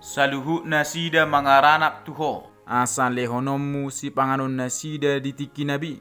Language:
Batak Toba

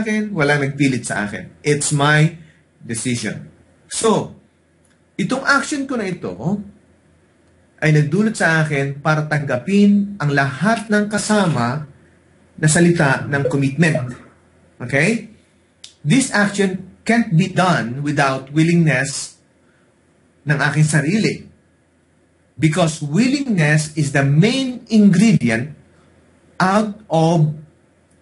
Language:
Filipino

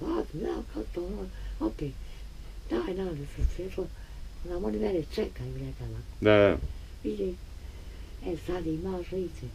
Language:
Bosnian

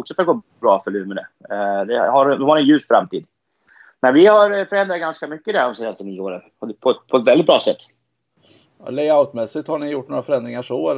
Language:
Swedish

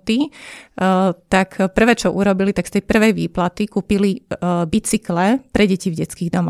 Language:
Slovak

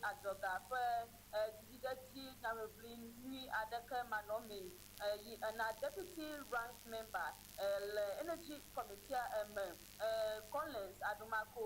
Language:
Ewe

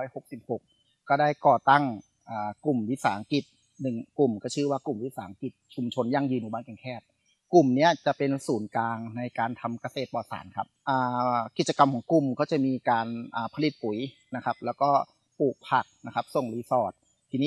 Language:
Thai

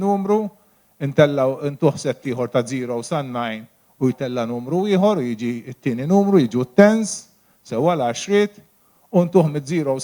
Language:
Maltese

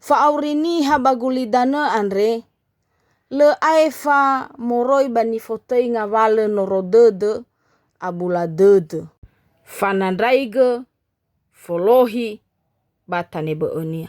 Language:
Nias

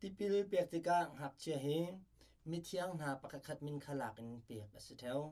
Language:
Hakha Chin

